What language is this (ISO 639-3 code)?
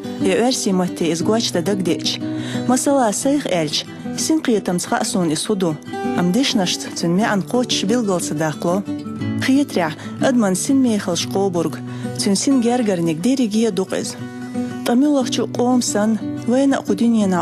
che